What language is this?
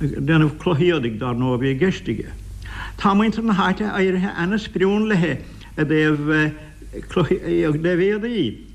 Irish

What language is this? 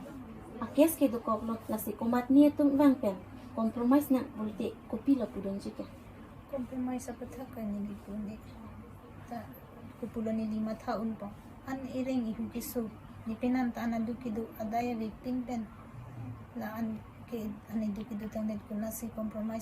Karbi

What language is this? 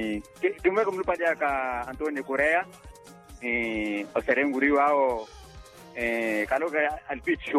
Swahili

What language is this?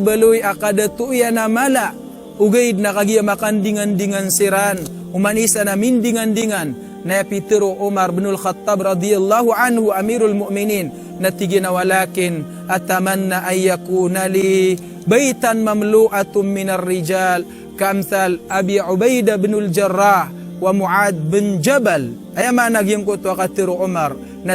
Maranao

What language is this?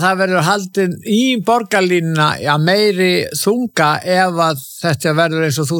Icelandic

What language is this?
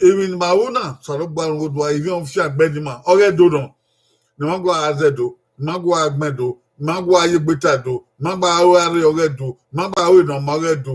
Bini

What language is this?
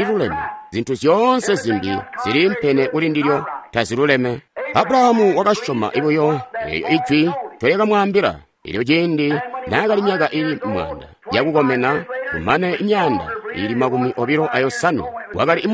Tonga (Zambia)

